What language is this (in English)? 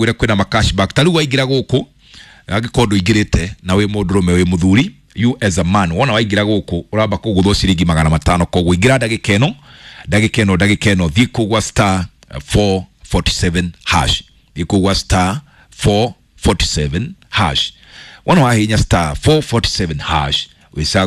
Kikuyu